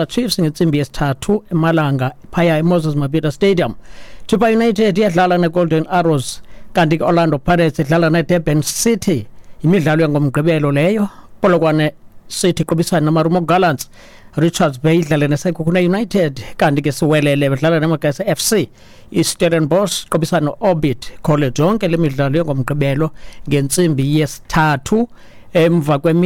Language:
Xhosa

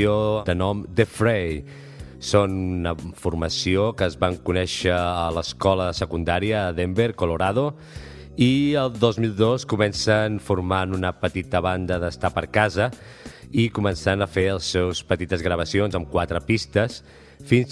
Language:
Catalan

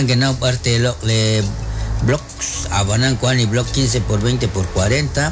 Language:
Kekchí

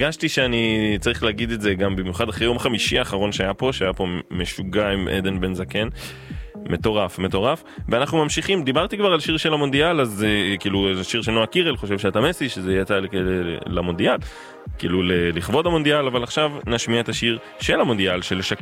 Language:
Hebrew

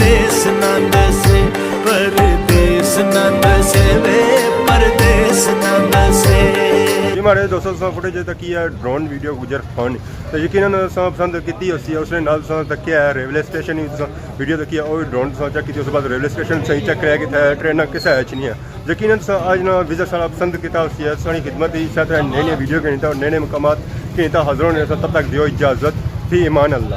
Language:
Pahari-Potwari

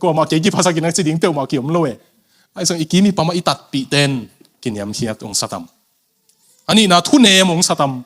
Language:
Tedim Chin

